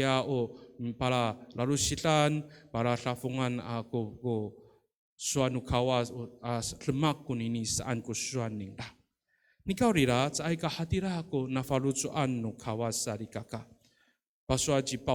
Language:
Amis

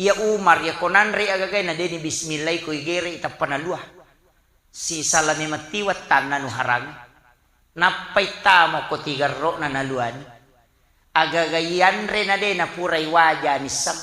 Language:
Buginese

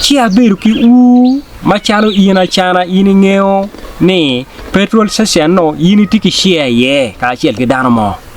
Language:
Acoli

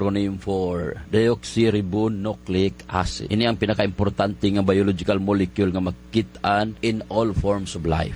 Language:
Hiligaynon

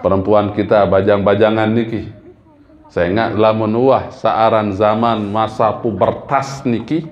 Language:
Sasak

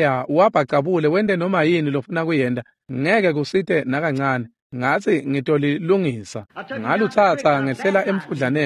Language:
Swati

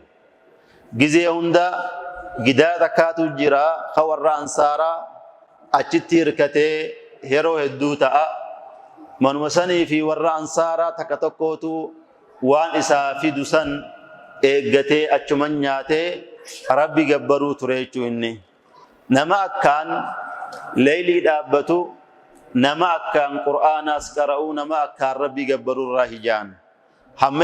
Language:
Oromo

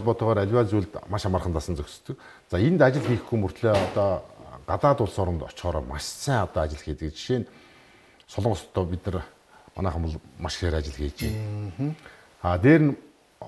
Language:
Mongolian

